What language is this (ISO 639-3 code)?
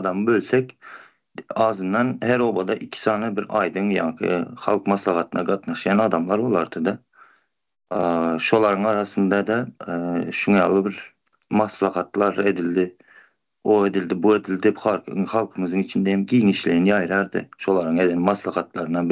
tuk